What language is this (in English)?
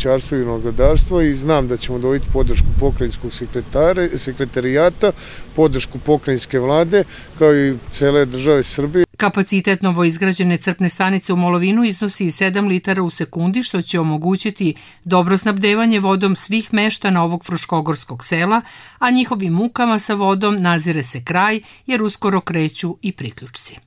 Serbian